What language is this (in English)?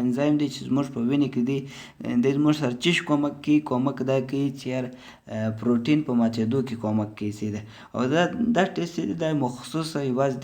Pashto